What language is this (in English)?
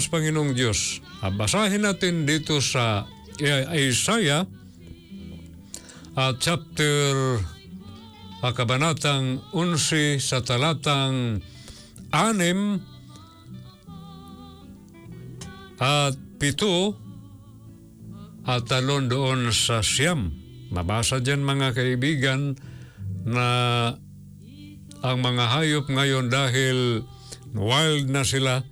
Filipino